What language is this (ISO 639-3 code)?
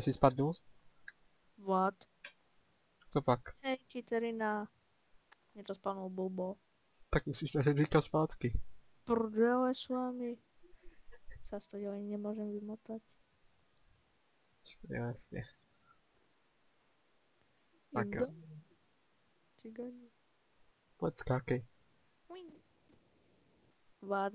ces